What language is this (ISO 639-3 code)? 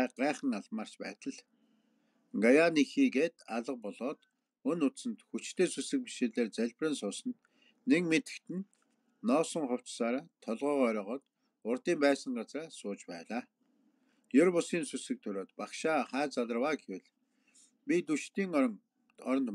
mon